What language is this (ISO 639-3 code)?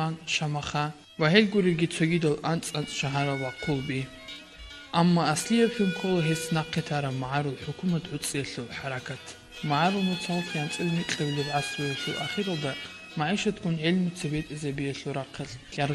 ava